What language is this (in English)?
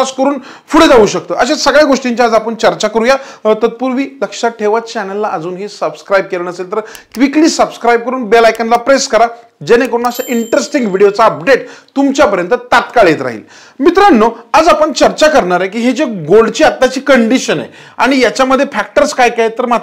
Marathi